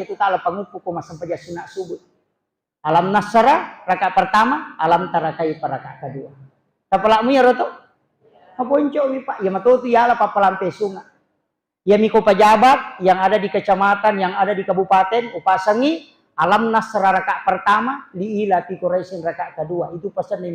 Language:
Buginese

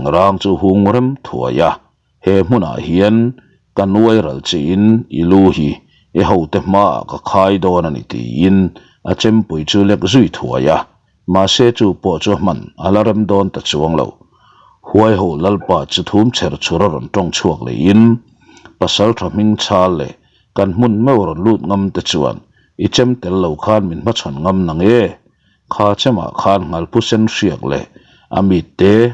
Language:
Mizo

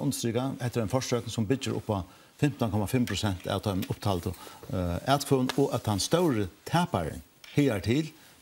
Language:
Faroese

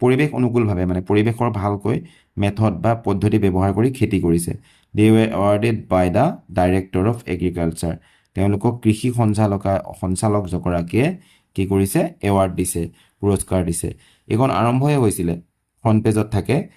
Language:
Assamese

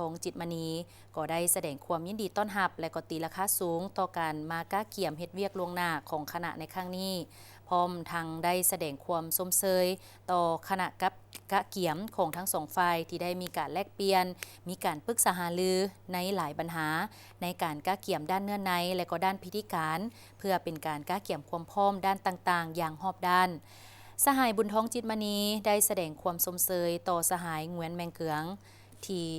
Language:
Lao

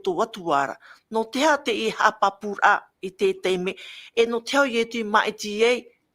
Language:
Tahitian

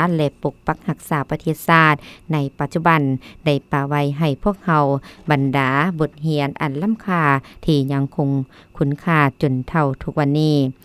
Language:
Lao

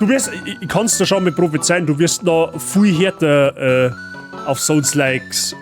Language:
Bavarian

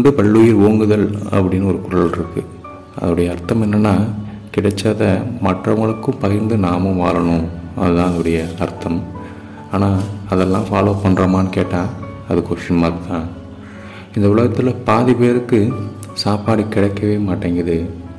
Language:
Tamil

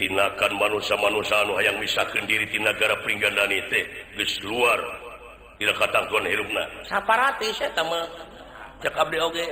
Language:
Sundanese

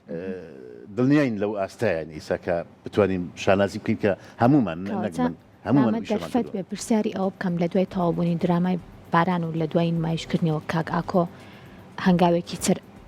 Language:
Central Kurdish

